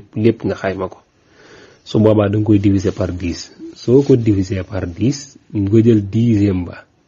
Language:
Wolof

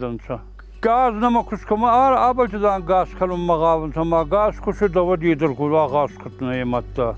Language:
Ossetic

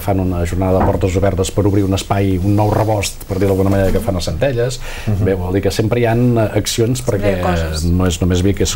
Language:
Catalan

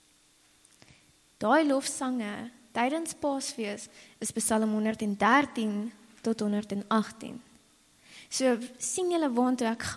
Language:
Afrikaans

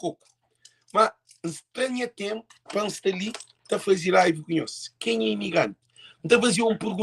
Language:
Kabuverdianu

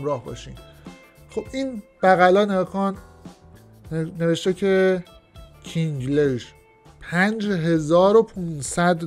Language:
Persian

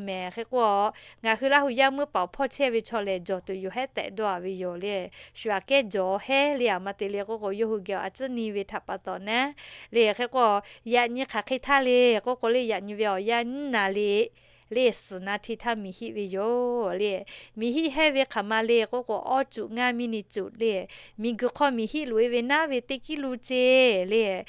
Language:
Lahu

